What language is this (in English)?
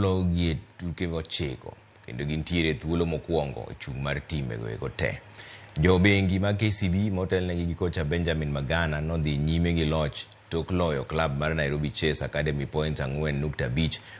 Luo (Kenya and Tanzania)